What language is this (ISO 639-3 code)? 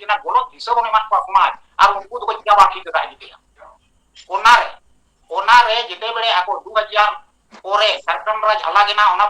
sat